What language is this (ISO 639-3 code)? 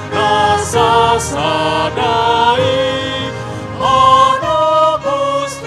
bbc